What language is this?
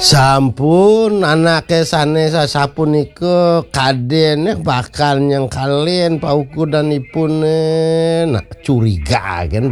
Balinese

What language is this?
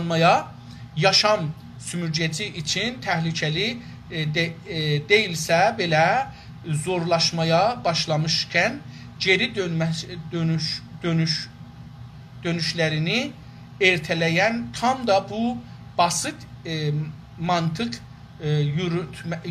South Azerbaijani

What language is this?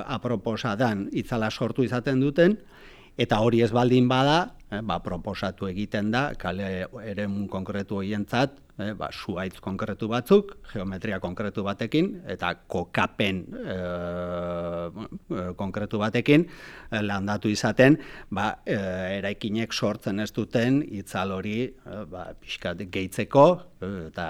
Basque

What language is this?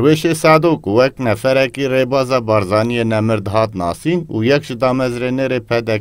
Kurdish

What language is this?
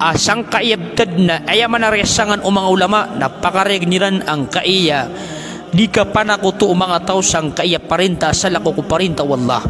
Maranao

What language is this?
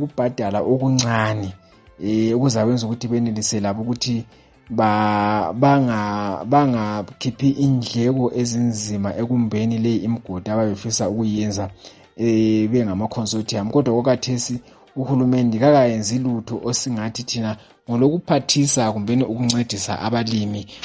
North Ndebele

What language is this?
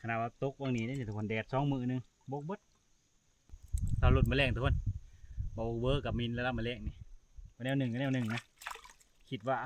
Lao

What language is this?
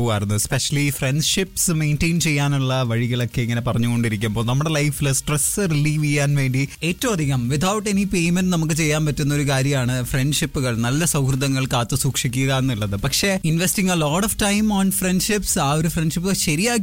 Malayalam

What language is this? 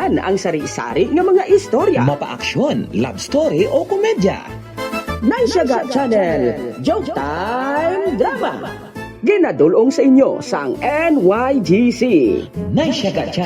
Hiligaynon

